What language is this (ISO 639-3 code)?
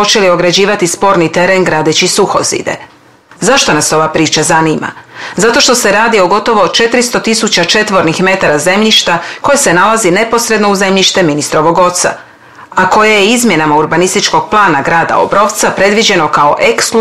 hrv